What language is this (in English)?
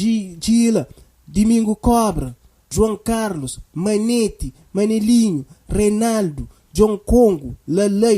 Kabuverdianu